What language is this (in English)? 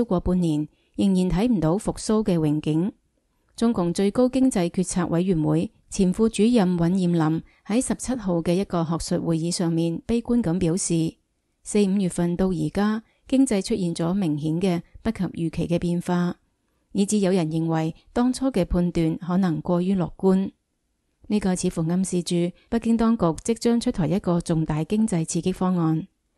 Cantonese